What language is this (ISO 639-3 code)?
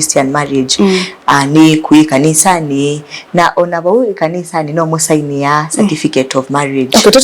kam